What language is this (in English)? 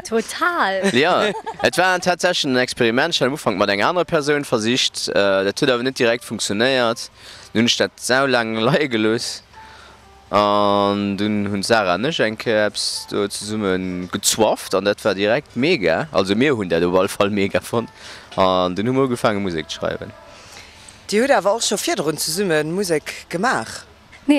Luxembourgish